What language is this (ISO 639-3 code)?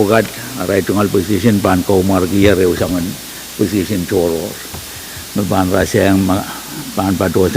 pon